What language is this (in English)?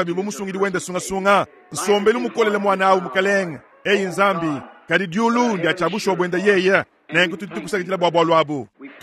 Luba-Lulua